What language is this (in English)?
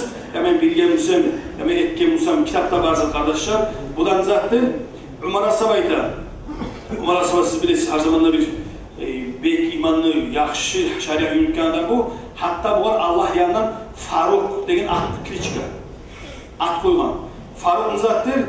Kumyk